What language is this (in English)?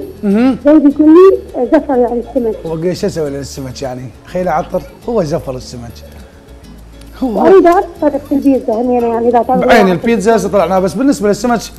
Mesopotamian Arabic